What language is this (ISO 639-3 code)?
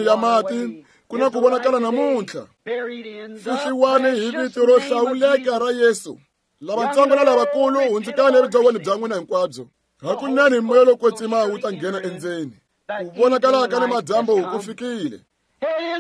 tso